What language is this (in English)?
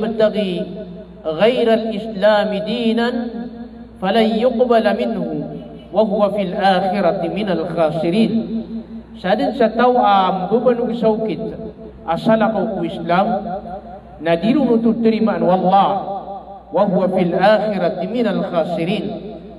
Maranao